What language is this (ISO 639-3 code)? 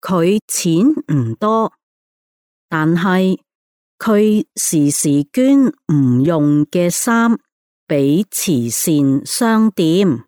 yue